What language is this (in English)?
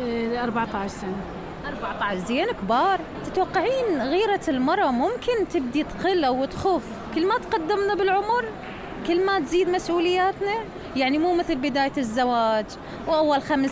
Mesopotamian Arabic